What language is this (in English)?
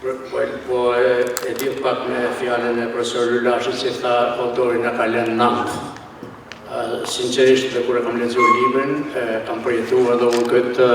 Albanian